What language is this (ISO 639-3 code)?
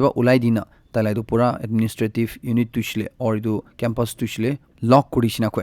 nag